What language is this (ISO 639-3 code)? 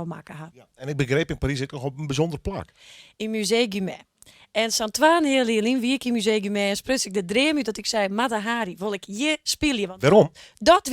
fry